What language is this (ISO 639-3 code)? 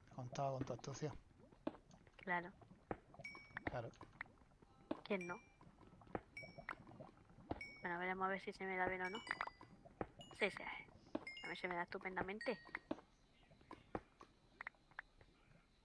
spa